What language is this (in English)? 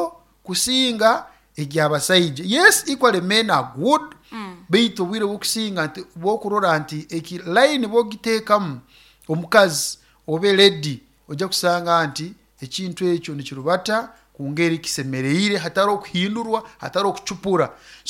Nyoro